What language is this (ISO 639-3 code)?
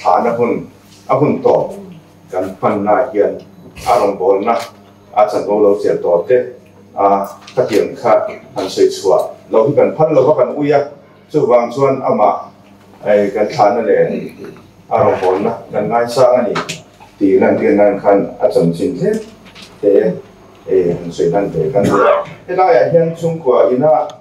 lus